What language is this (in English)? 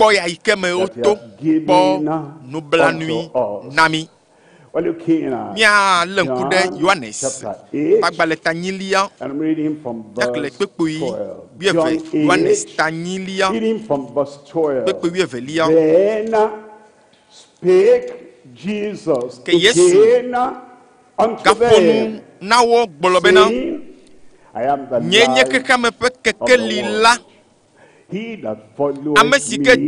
Ewe